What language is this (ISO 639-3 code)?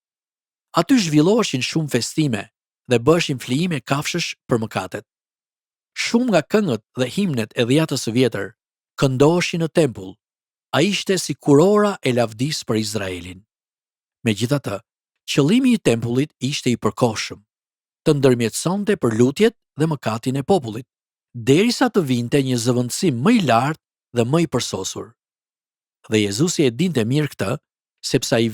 sqi